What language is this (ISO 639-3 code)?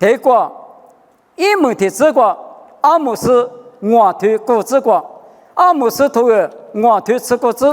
lis